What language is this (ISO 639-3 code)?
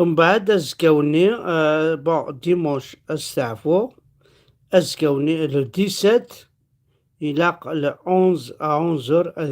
kab